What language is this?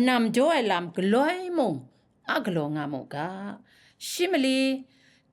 Kachin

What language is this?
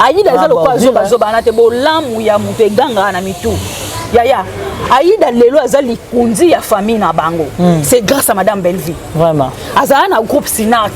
Lingala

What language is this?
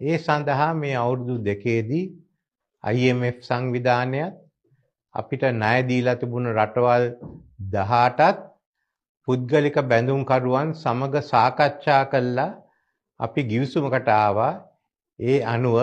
Sinhala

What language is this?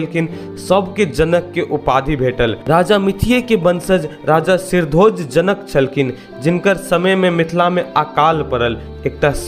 Maithili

